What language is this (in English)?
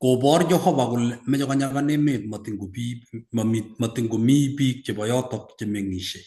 Kalenjin